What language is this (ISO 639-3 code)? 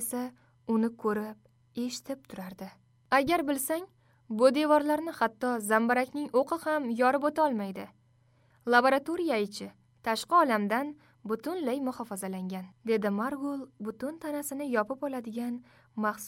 uzb